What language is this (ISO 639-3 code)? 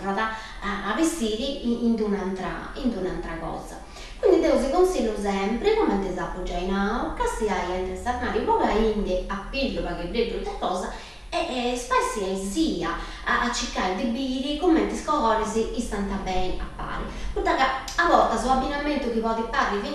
srd